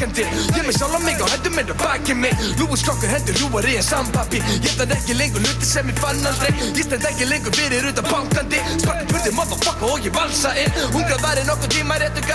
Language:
Icelandic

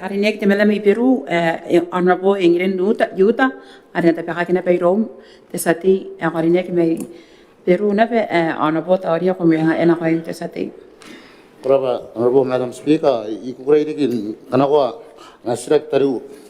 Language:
Gilbertese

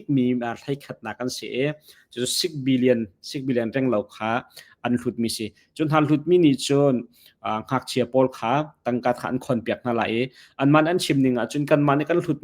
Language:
Hakha Chin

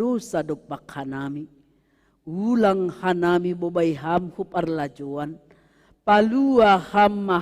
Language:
Batak Simalungun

